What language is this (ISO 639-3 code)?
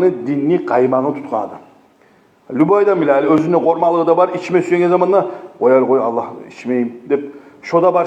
kum